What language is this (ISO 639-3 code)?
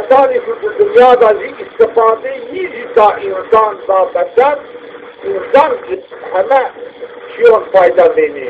zza